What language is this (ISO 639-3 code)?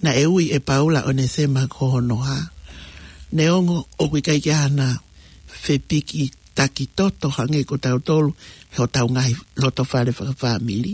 ton